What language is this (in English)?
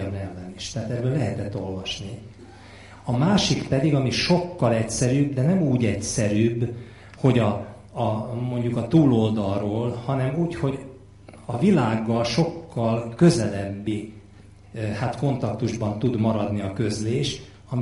Hungarian